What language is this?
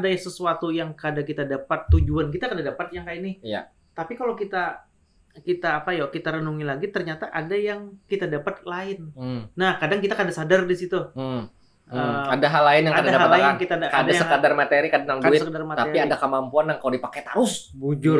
Banjar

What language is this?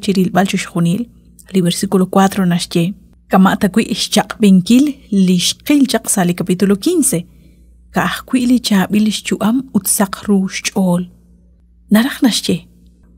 Kekchí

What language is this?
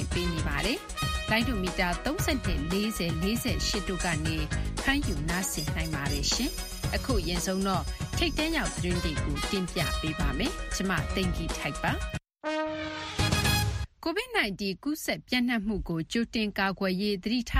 Burmese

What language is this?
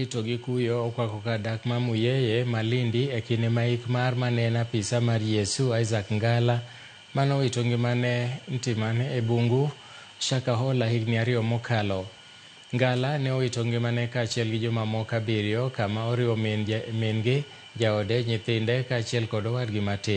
Luo (Kenya and Tanzania)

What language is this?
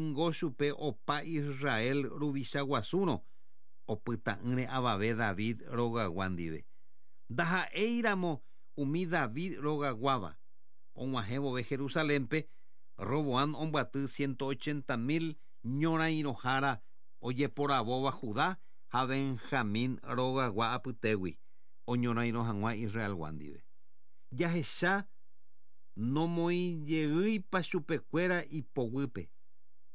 Guarani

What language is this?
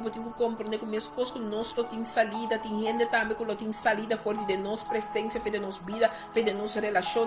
Papiamento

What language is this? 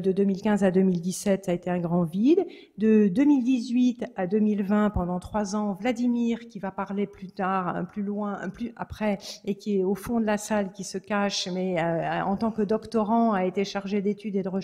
French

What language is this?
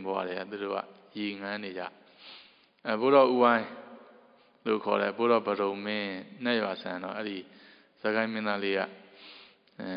Burmese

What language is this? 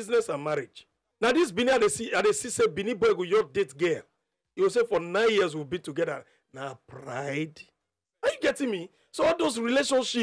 Nigerian Pidgin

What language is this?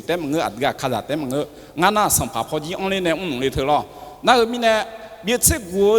Akha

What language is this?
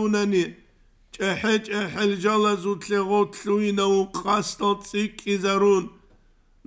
Avaric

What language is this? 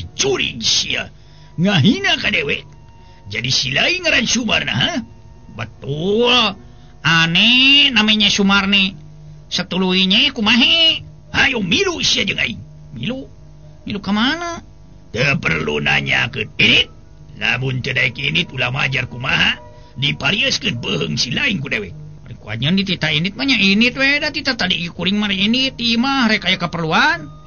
Sundanese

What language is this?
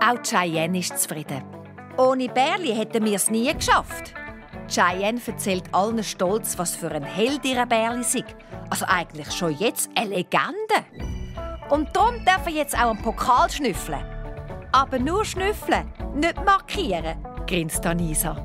Swiss German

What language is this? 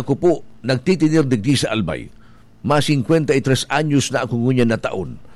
Bikol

